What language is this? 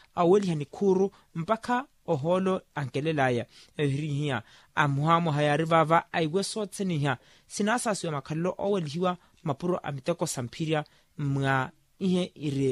Makhuwa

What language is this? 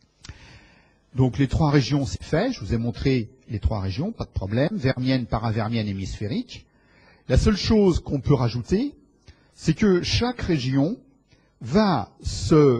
French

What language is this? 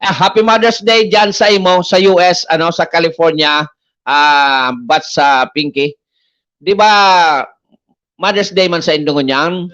Bikol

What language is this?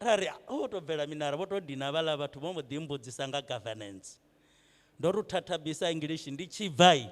Venda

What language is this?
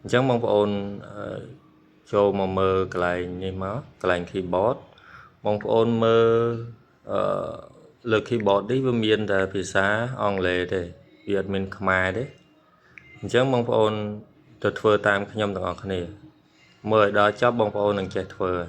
Khmer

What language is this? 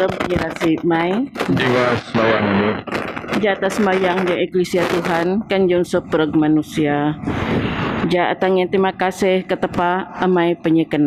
Biatah Bidayuh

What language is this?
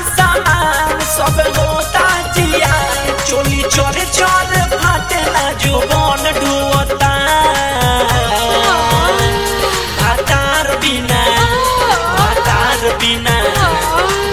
Bhojpuri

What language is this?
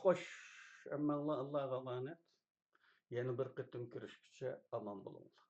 Uyghur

